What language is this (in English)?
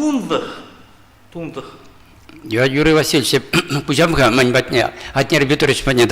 Chuvash